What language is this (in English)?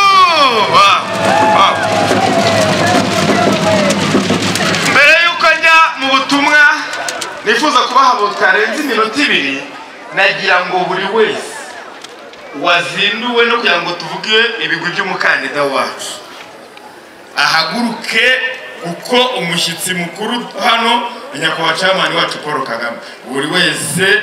Kinyarwanda